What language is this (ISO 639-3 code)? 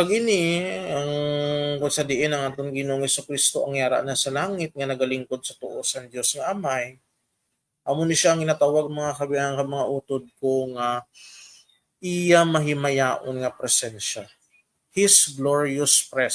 hil